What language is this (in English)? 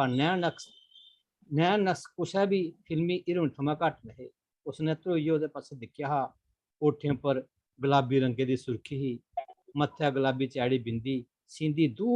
Dogri